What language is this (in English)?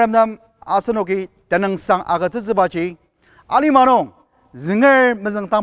Ao Naga